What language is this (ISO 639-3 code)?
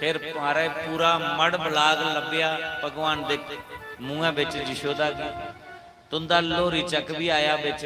doi